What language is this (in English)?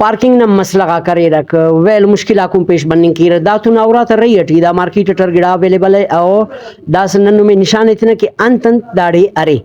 Brahui